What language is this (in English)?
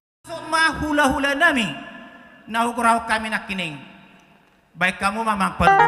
Batak Toba